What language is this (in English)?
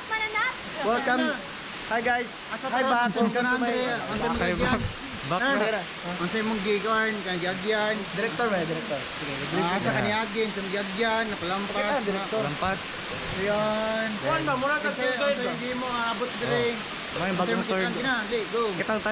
Cebuano